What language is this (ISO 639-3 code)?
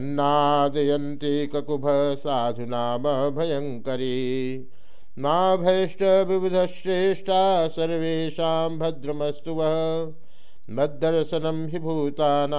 san